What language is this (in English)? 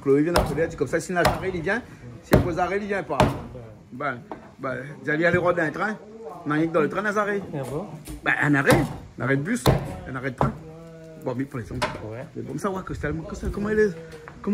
Réunion Creole French